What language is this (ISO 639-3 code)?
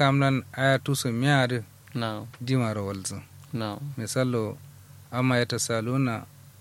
kau